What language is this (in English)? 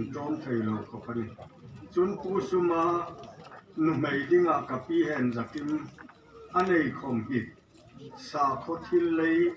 Hmar